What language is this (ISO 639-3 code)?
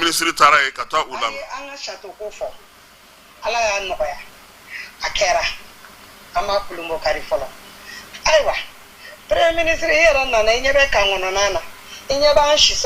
bam